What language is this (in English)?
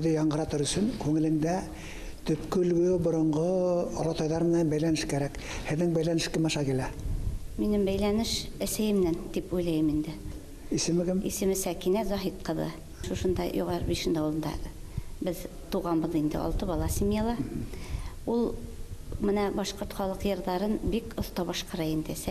Bashkir